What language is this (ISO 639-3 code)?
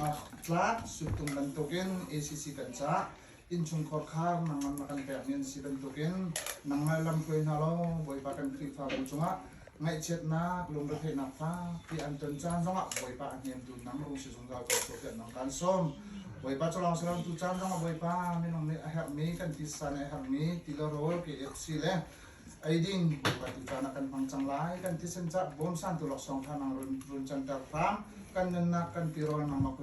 cnh